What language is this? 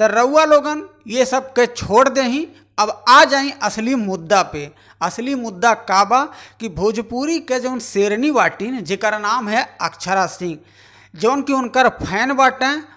Bhojpuri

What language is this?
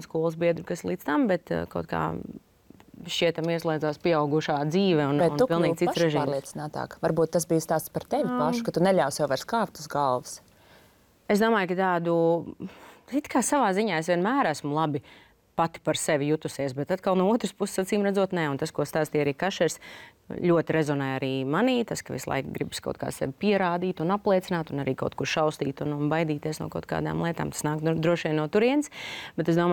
Latvian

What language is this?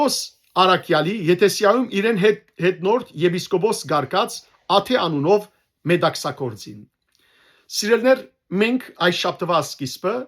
Western Armenian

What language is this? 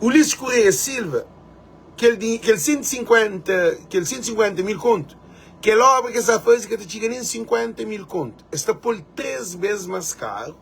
Kabuverdianu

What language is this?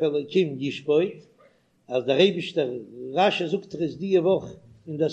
Yiddish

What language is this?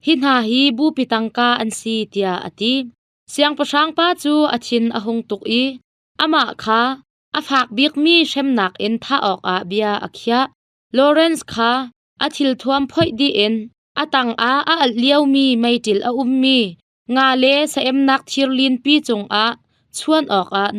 Hakha Chin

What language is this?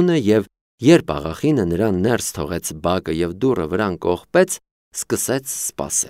Armenian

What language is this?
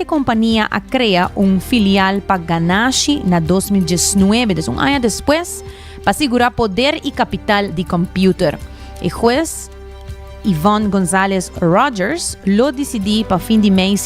Papiamento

